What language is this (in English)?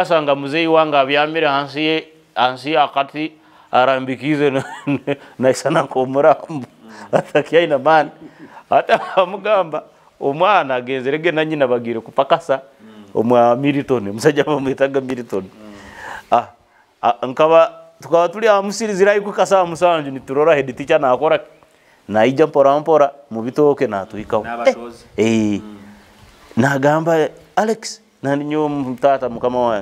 Nyoro